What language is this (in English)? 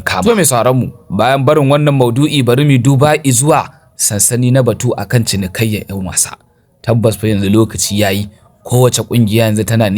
Hausa